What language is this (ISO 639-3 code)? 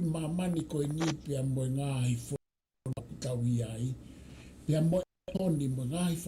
ton